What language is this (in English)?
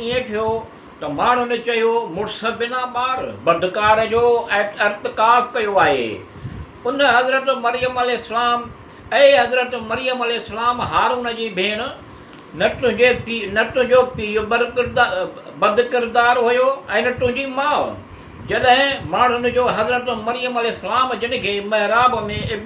Sindhi